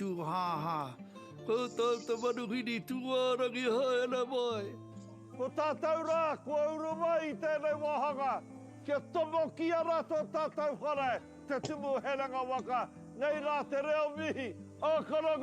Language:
Māori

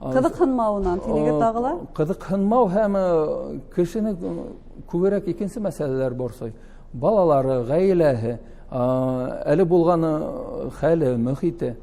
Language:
Bashkir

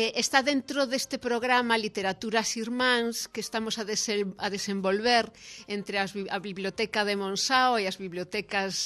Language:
Galician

